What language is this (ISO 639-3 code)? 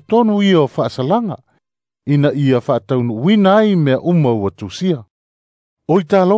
smo